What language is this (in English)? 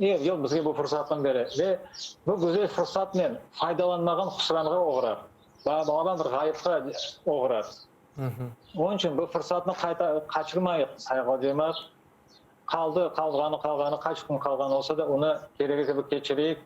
Crimean Tatar